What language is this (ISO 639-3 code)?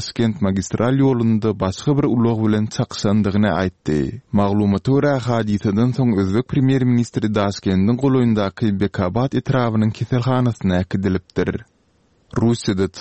tuk